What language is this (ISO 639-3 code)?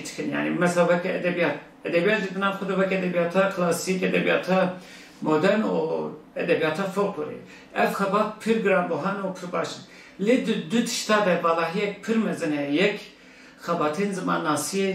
kur